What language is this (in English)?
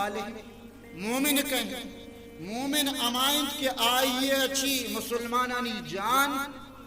Baluchi